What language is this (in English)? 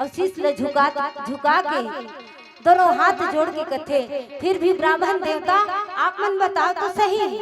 Chhattisgarhi